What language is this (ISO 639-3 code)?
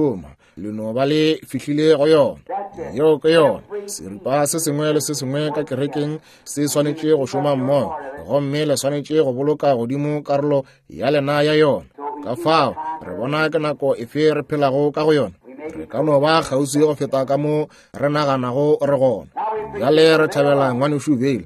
nso